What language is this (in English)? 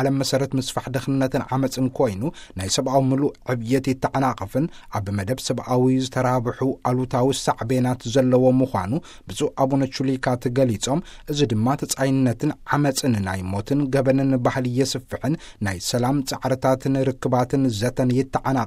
Tigrinya